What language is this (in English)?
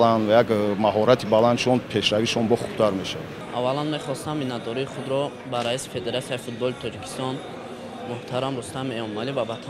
Tajik